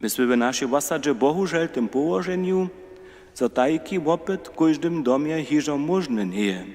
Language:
Upper Sorbian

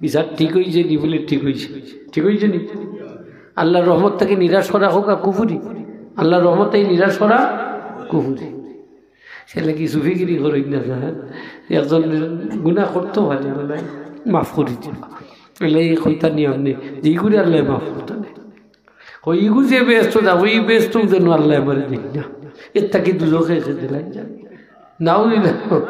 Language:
Sylheti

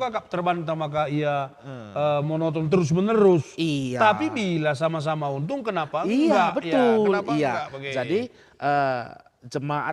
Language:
Batak Karo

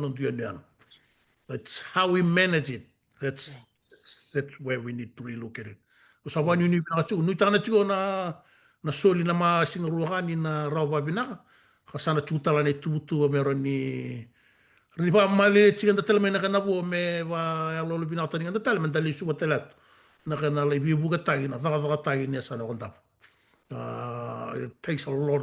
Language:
Fijian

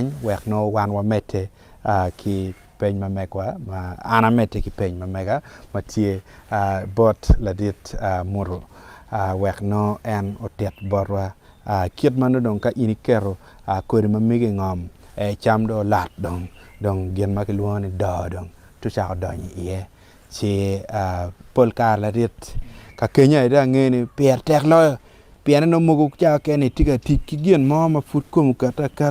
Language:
Acoli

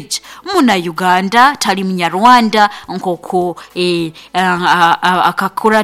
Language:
Nyoro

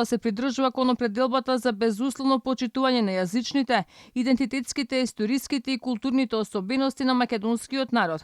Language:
Macedonian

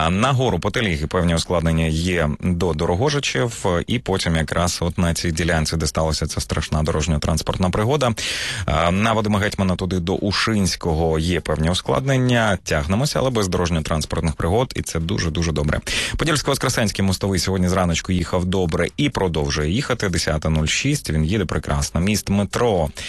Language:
Ukrainian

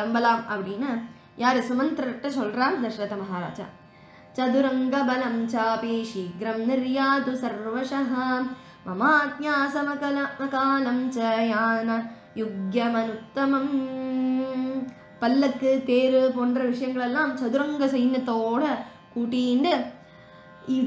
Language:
Tamil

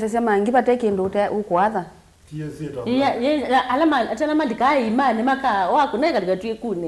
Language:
Kamba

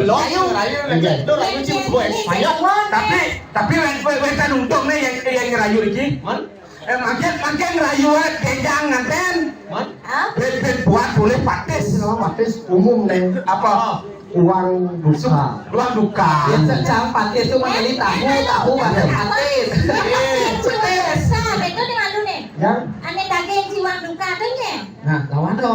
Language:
Balinese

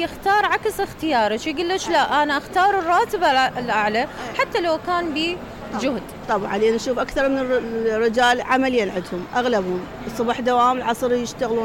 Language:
Mesopotamian Arabic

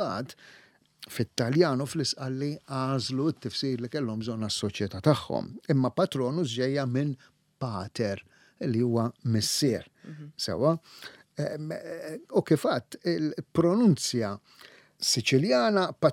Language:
Maltese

